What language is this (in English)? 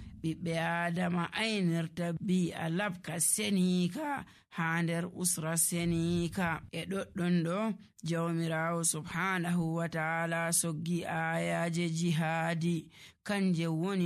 Nigerian Fulfulde